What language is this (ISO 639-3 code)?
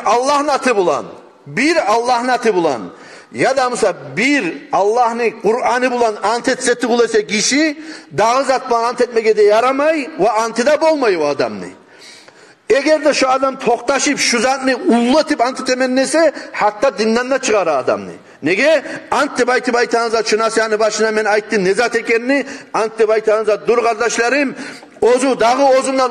kum